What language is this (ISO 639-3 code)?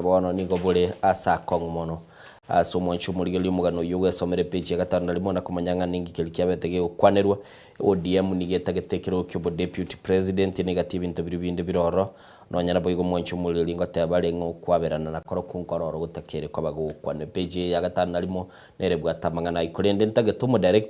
guz